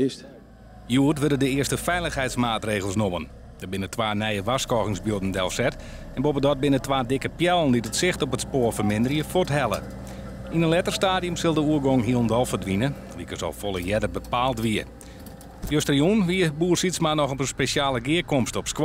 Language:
Western Frisian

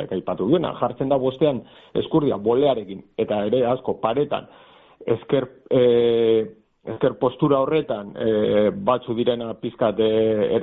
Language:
Basque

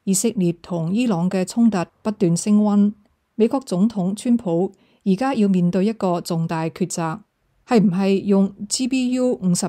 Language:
Cantonese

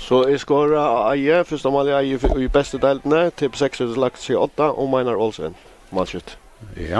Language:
Faroese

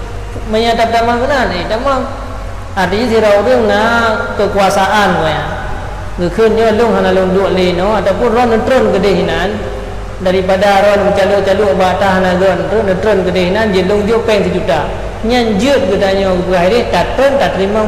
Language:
Achinese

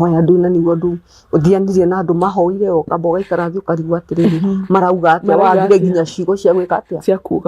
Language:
Kikuyu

